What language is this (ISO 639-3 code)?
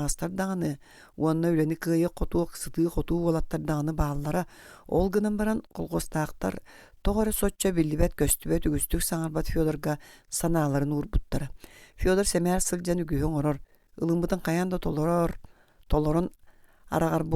sah